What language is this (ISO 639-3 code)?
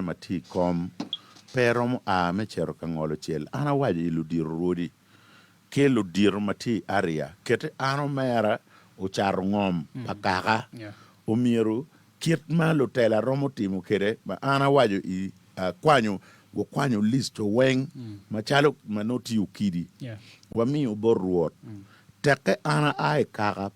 ach